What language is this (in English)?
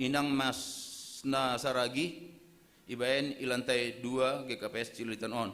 Batak Simalungun